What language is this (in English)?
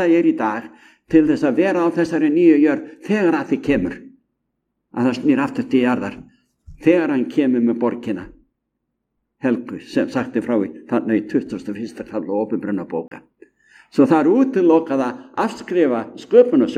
Icelandic